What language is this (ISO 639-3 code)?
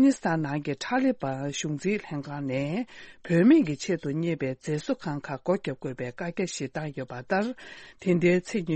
bod